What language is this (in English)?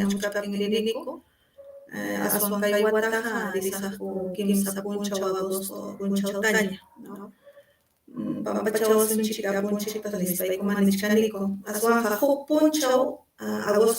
Ayacucho Quechua